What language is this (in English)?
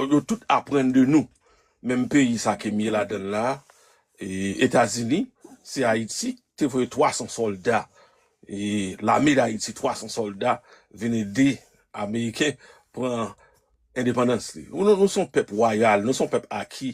Haitian Creole